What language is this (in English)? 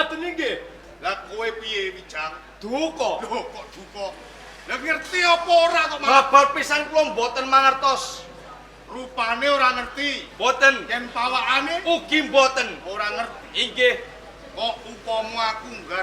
Javanese